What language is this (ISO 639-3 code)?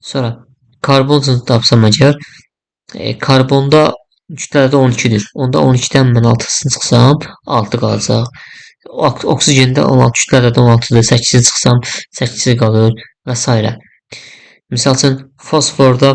aze